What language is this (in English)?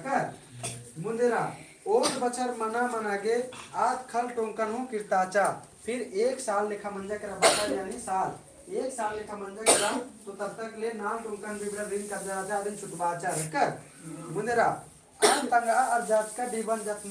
Kurukh